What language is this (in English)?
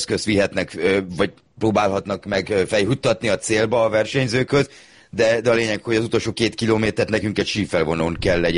Hungarian